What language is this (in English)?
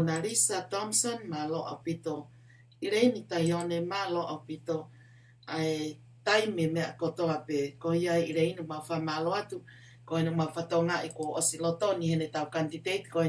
Tongan